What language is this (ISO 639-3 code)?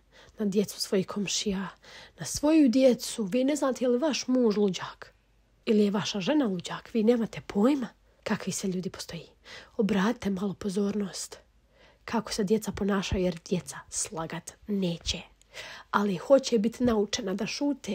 bos